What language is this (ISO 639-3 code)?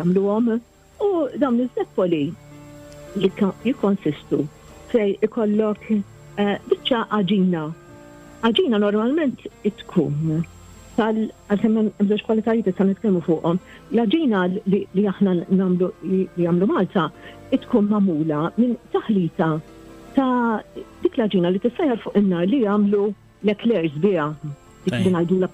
mlt